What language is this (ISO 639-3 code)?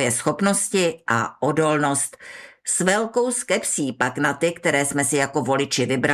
ces